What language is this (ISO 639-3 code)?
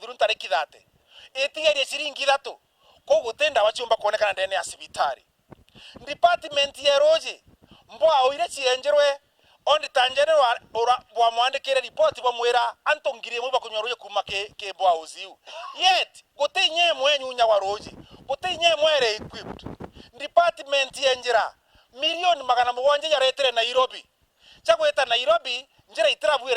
mer